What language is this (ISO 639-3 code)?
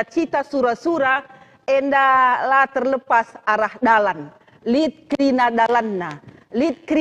btx